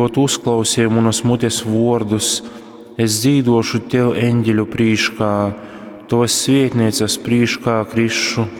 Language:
Latgalian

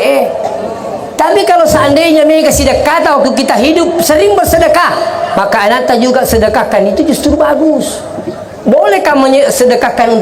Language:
Buginese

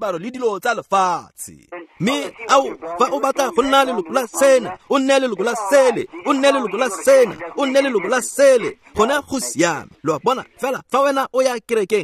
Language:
Tswana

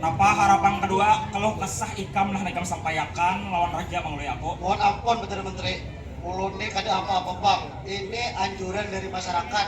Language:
Banjar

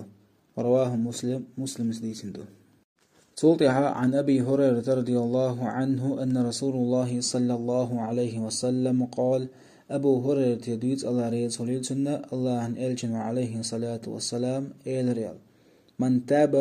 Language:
Chechen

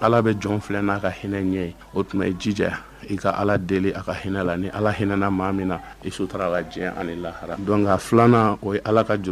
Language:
Bambara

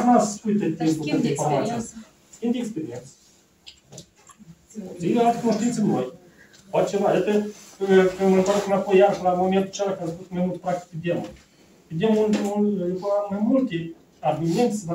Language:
Romanian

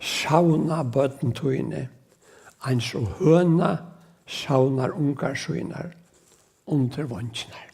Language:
Faroese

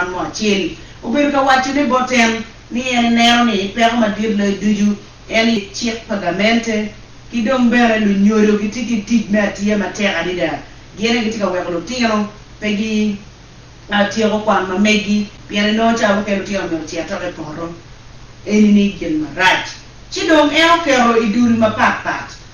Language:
Acoli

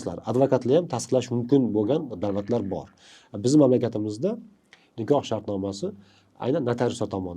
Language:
Uzbek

